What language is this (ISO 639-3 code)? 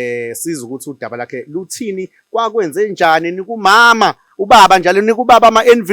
zul